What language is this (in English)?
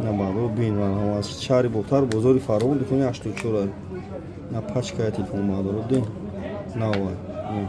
Tajik